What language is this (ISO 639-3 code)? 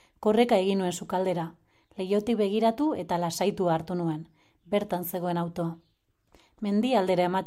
eus